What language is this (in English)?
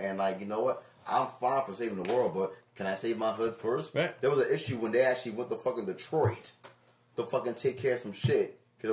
English